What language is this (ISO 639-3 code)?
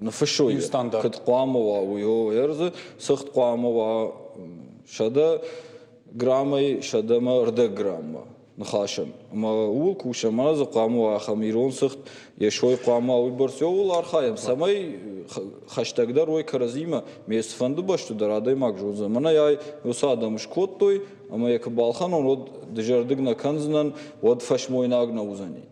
oss